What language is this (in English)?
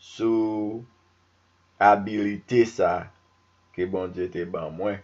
Haitian Creole